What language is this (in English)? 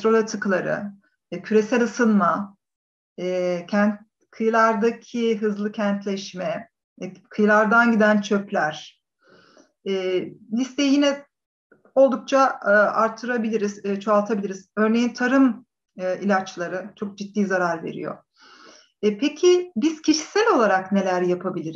Turkish